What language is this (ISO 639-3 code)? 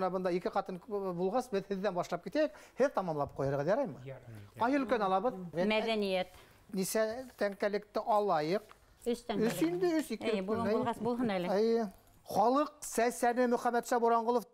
bak